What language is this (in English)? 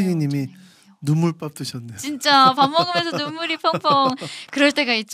Korean